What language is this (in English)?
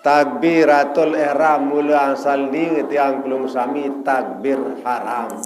Sasak